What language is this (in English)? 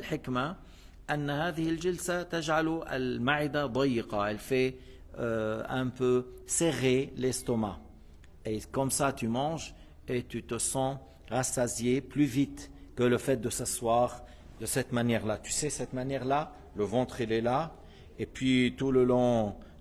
French